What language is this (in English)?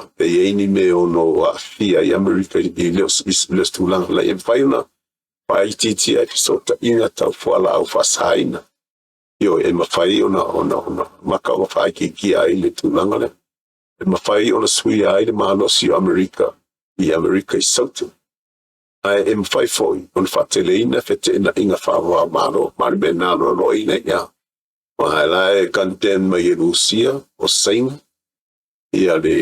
Samoan